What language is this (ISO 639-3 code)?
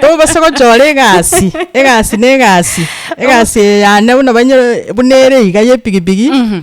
guz